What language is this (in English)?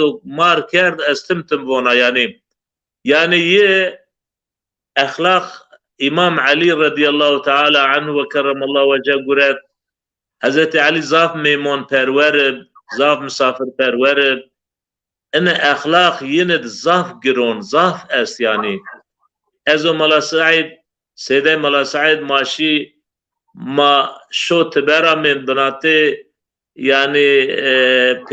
Zaza